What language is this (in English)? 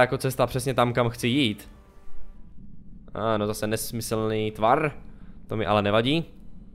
Czech